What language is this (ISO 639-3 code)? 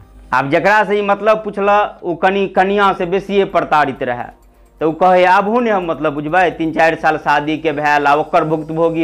mai